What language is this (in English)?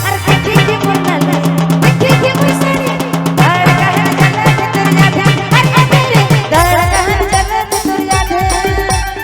Sadri